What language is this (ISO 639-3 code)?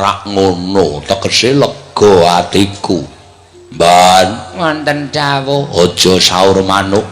jav